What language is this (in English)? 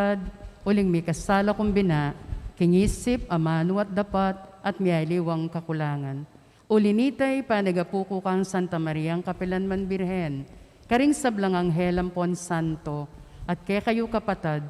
Pampanga